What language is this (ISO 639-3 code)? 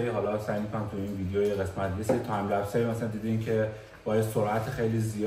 fas